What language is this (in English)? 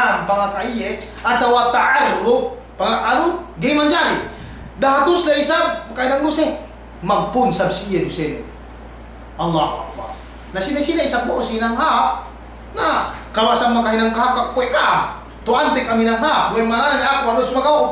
Yakan